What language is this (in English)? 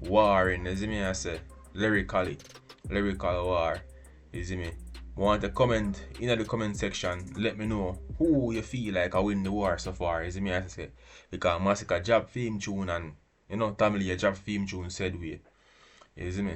Jamaican Creole English